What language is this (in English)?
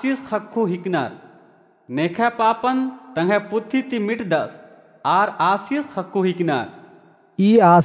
Kurukh